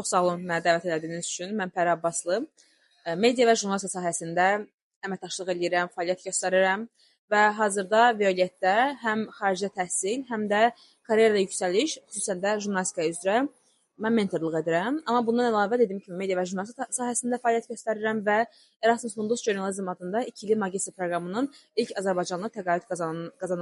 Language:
Azerbaijani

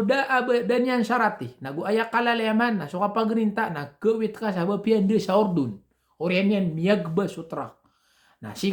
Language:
Maranao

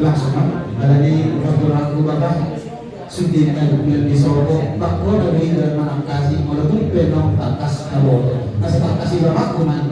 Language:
Batak Toba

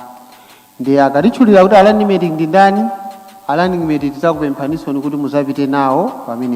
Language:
Nyanja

